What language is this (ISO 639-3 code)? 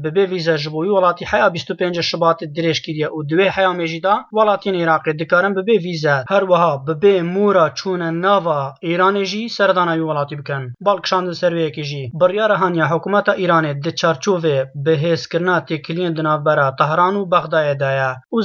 kur